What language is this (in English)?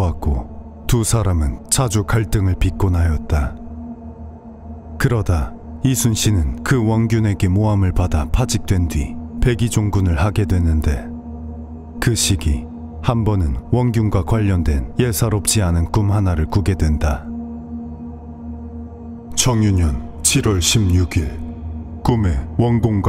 Korean